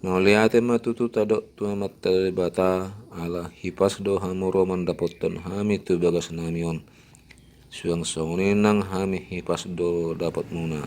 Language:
Batak Toba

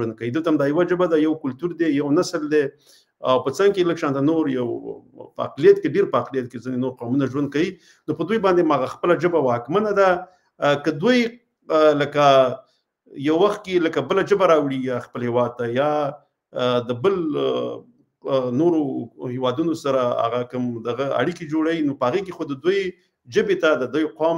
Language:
Pashto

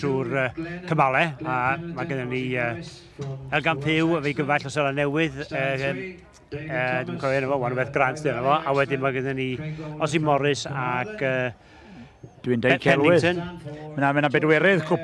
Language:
Welsh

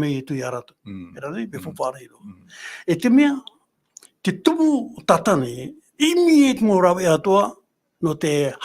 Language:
Tahitian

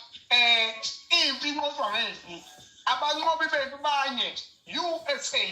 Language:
Zulu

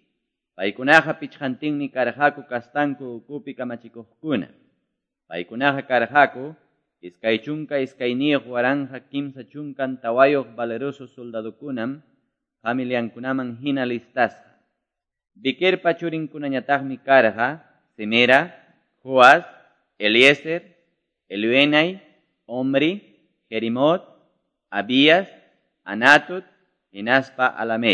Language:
Quechua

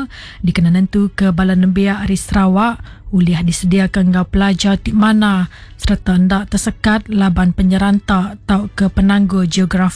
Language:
Iban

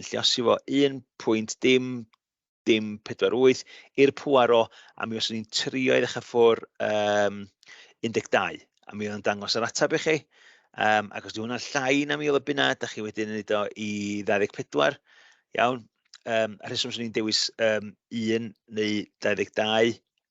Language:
Welsh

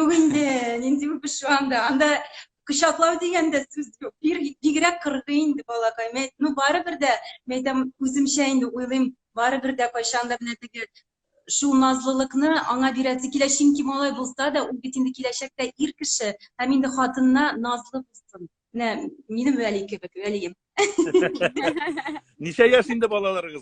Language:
Tatar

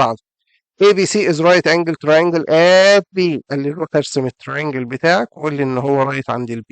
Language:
Egyptian Arabic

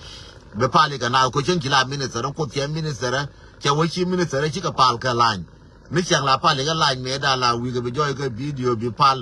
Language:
Nuer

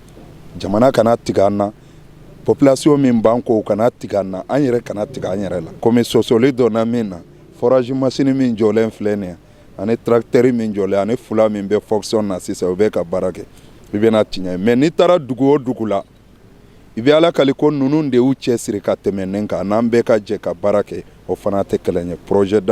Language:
Bambara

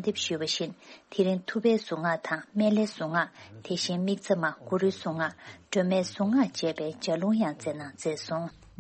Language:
Tibetan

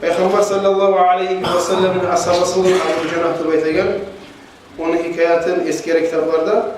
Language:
Kumyk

